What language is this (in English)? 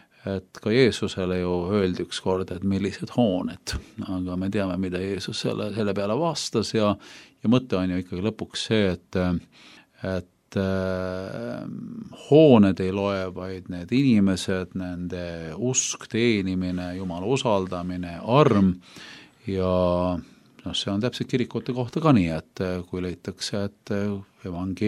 Estonian